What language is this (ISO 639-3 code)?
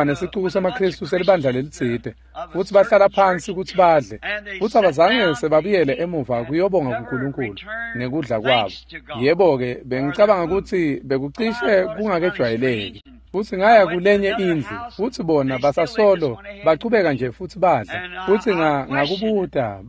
ssw